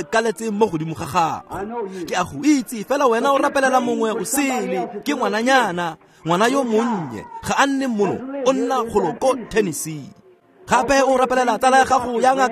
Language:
Tswana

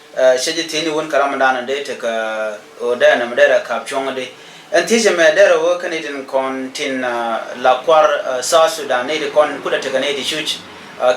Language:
Nuer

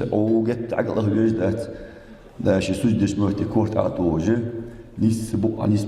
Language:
Ingush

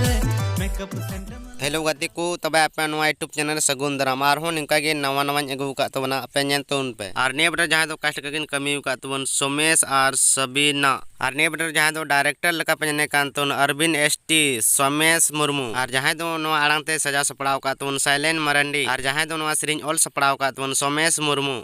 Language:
Santali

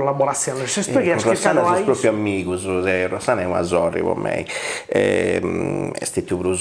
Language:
Sardinian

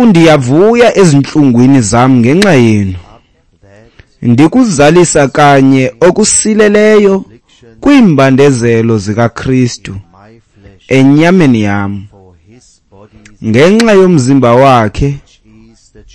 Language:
Xhosa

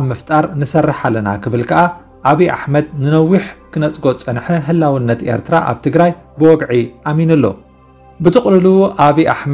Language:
Tigrinya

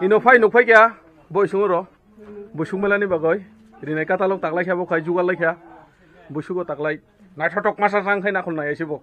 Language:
Kok Borok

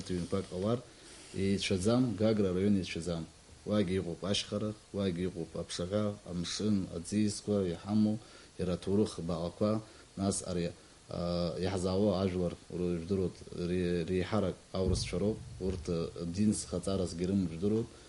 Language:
Abkhazian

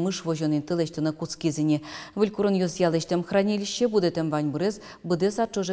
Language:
Udmurt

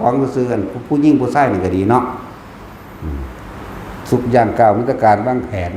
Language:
Lao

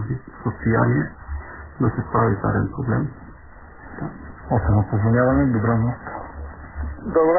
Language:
Bulgarian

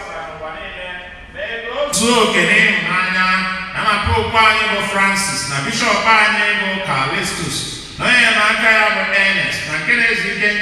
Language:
Igbo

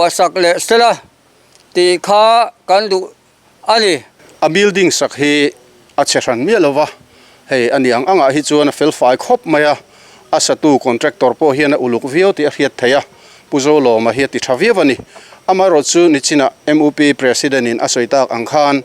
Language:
Mizo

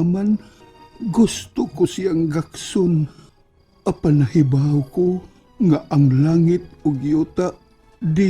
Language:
Cebuano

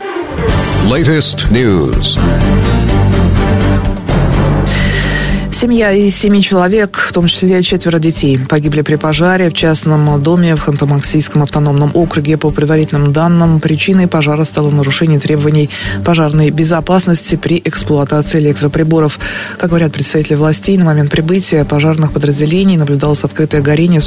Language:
Russian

